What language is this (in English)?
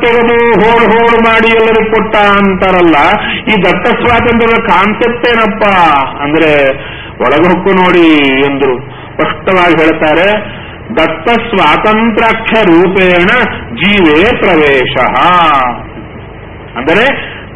Kannada